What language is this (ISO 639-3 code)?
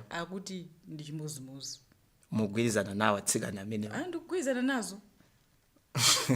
nya